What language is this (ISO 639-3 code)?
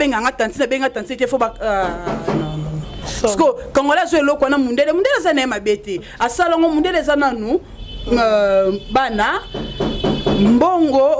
lin